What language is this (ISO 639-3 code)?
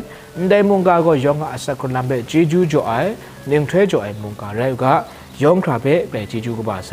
kac